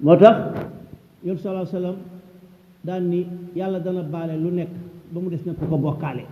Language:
Wolof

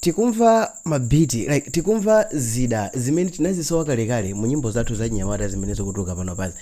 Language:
Nyanja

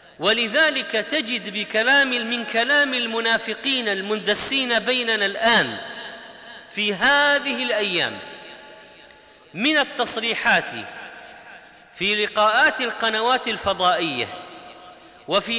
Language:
Arabic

